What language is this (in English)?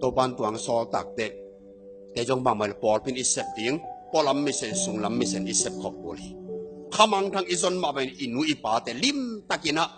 Tedim Chin